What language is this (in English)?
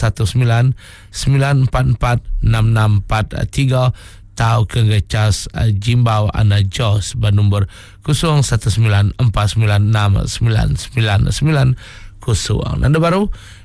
Iban